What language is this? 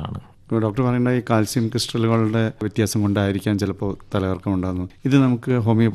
Malayalam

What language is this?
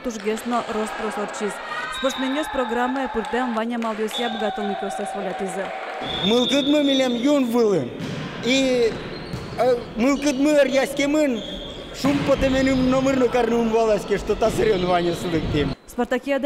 Udmurt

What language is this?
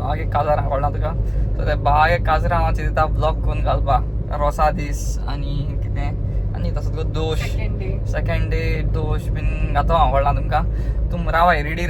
Konkani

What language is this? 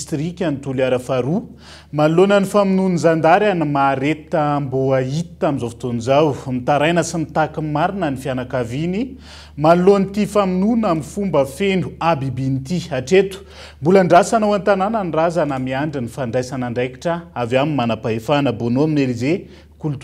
Malagasy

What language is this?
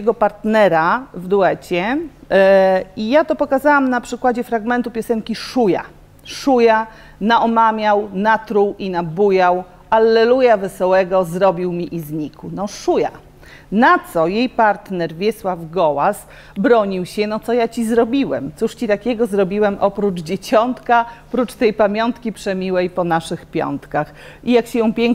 Polish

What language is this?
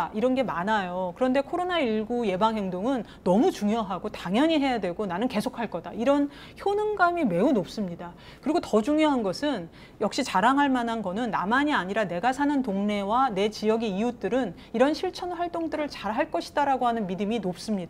Korean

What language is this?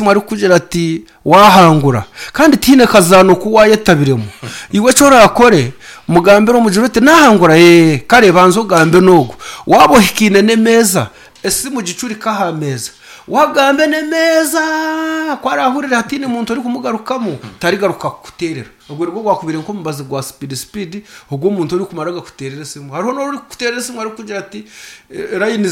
Nyankole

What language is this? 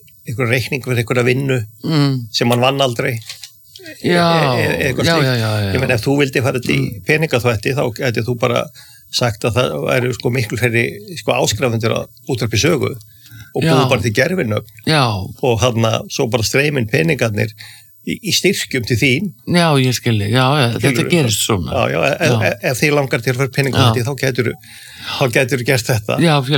Icelandic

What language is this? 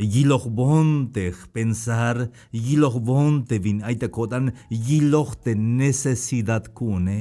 Tzeltal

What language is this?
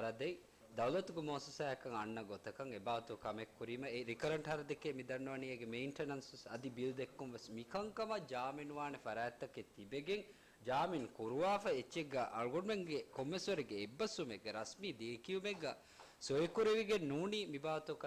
Divehi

